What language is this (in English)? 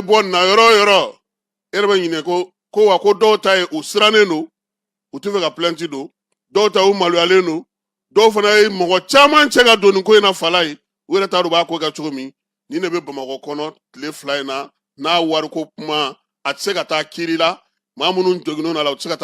Bambara